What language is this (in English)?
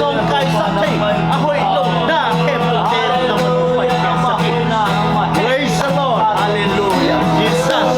Tedim Chin